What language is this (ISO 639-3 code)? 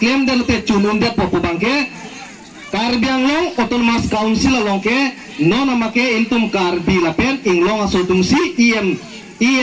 mjw